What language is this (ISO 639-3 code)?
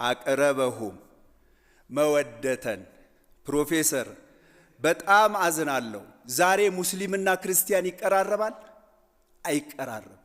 amh